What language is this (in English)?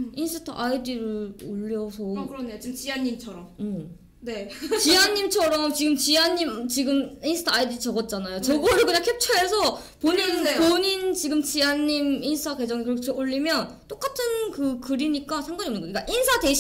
Korean